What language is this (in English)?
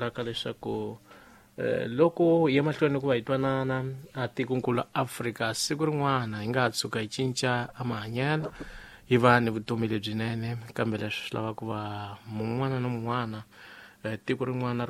Tsonga